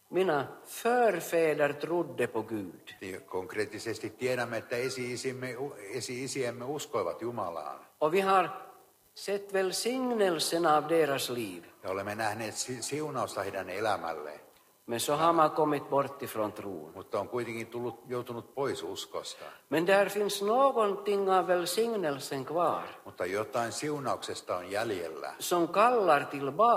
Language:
Swedish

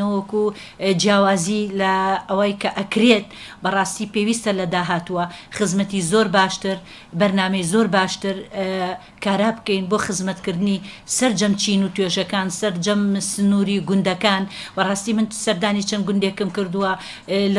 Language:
Central Kurdish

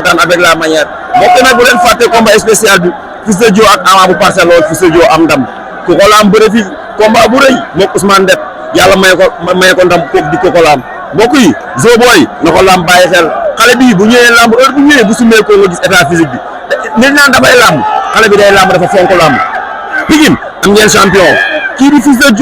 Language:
Wolof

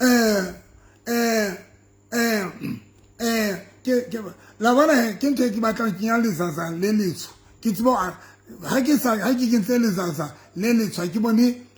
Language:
Southern Sotho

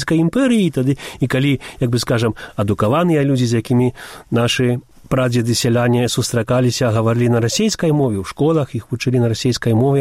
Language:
Belarusian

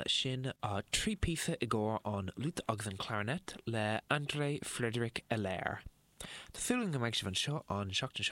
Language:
Irish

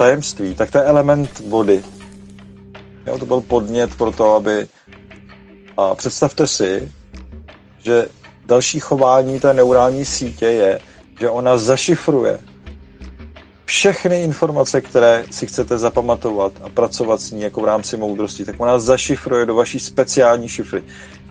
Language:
Czech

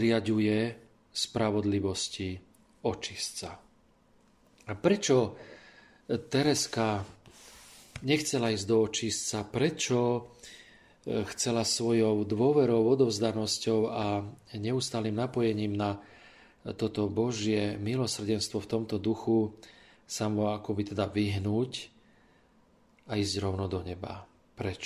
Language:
Slovak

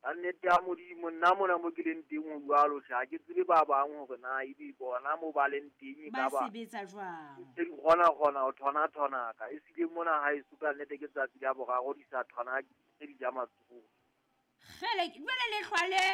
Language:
Southern Sotho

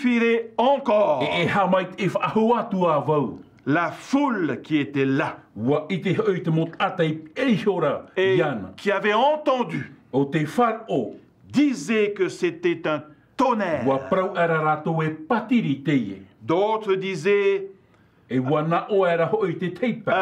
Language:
Tahitian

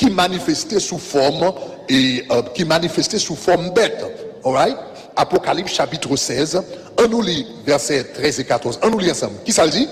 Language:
Haitian Creole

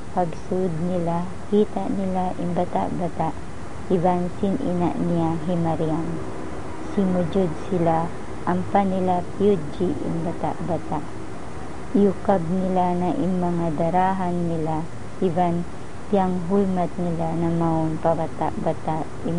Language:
Tausug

